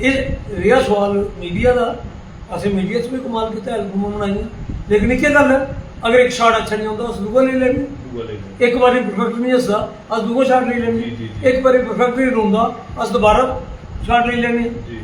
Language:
Dogri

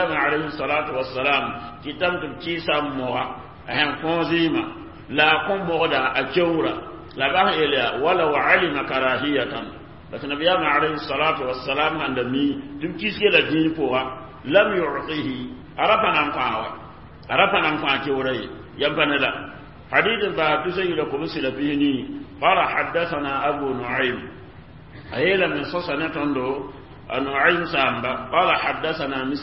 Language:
Mossi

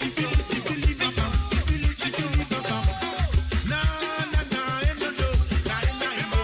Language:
Morisyen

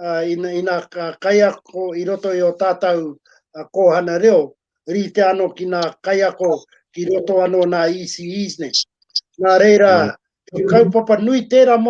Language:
Māori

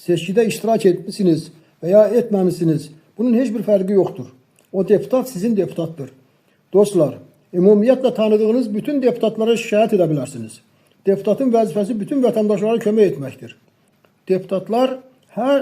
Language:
Azerbaijani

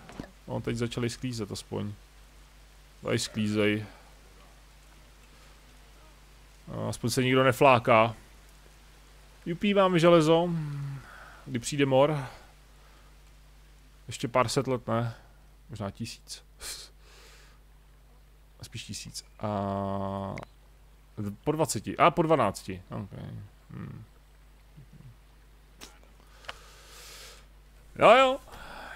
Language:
Czech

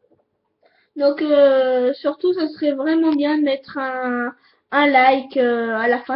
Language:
French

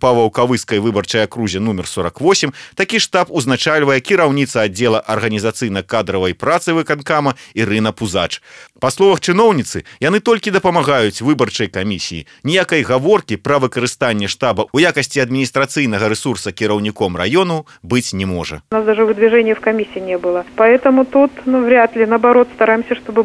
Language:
Belarusian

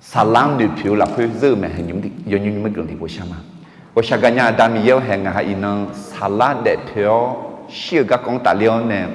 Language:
Akha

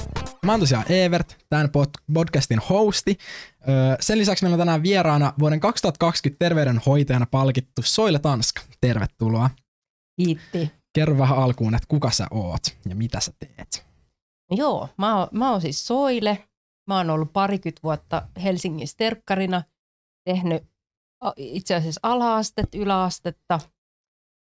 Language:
Finnish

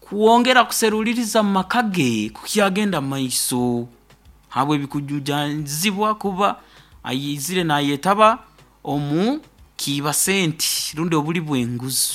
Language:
Nyoro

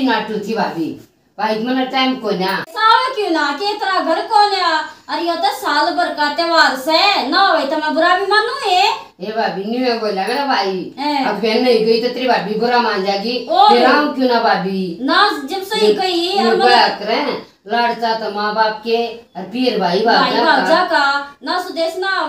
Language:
Haryanvi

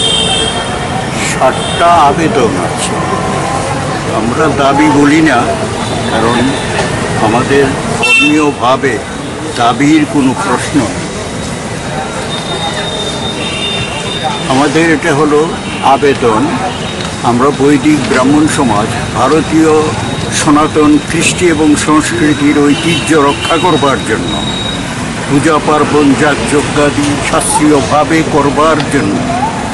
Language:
Bangla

